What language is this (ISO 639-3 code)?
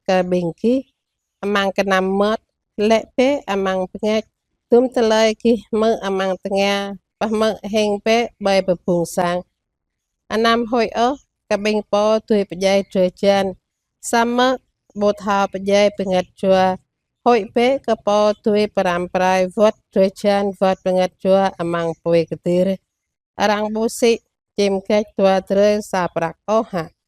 jra